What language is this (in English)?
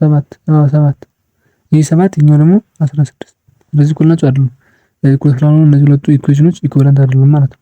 Amharic